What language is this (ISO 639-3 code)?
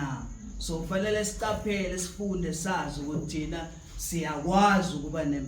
zul